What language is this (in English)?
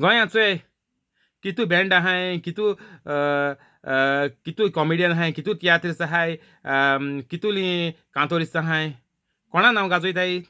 Konkani